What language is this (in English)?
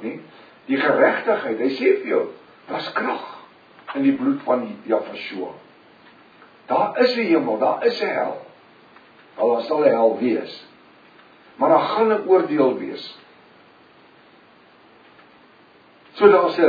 Afrikaans